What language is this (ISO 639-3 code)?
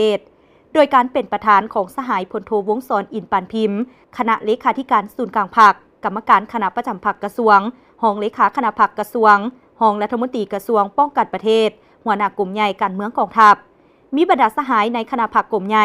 lao